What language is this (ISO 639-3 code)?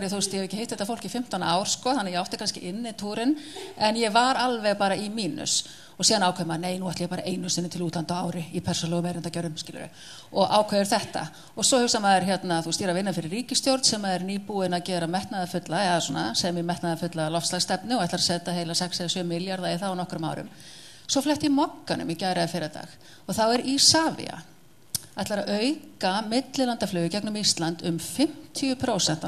isl